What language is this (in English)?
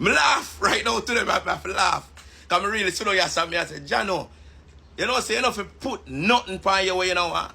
Jamaican Creole English